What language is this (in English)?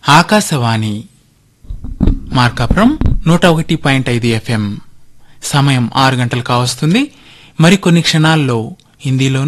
Telugu